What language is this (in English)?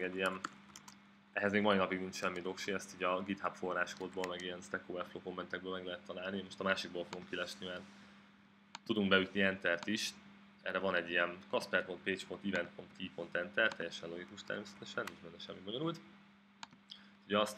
Hungarian